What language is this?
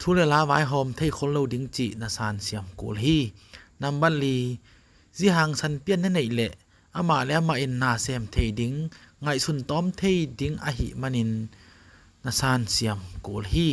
Tedim Chin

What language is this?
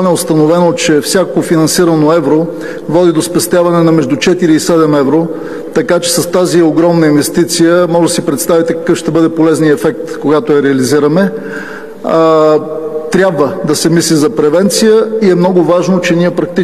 Bulgarian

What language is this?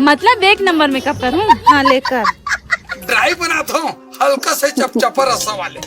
Chhattisgarhi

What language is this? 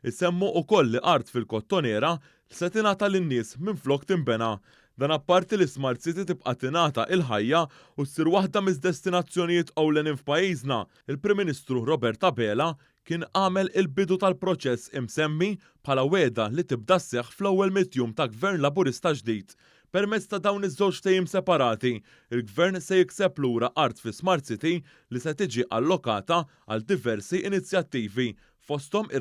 Maltese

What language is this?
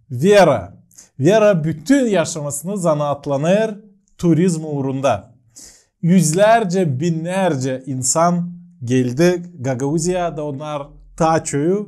Gagauz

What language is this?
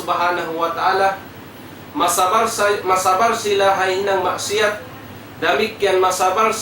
Tausug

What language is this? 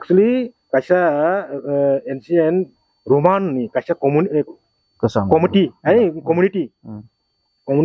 Kok Borok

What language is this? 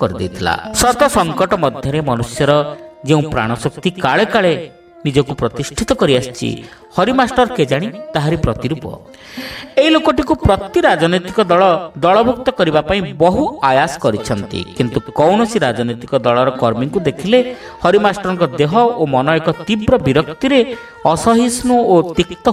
Odia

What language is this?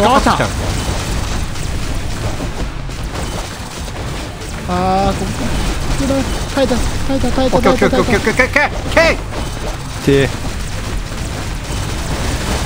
Japanese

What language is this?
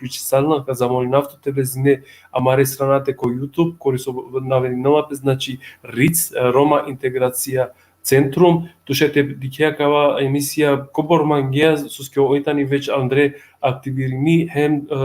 Balkan Romani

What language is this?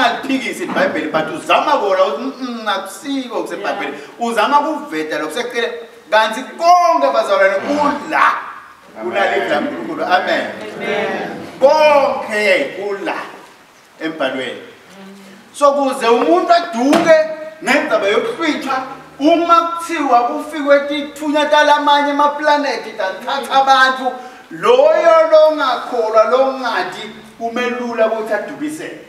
Swati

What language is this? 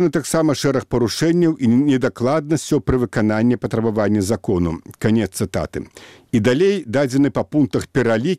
Belarusian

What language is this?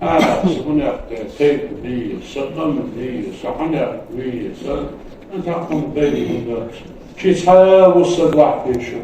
Ingush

